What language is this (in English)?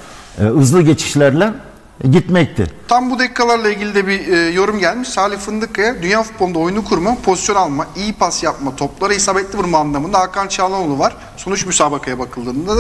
Turkish